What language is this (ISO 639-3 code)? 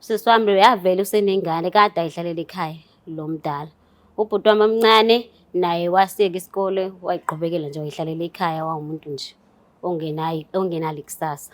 zul